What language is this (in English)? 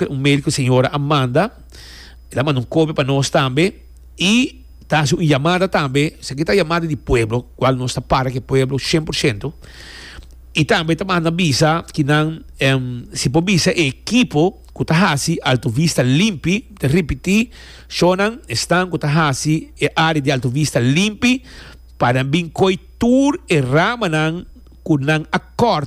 Papiamento